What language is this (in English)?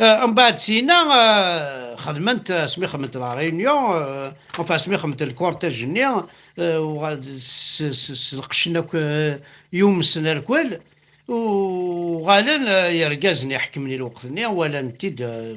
Kabyle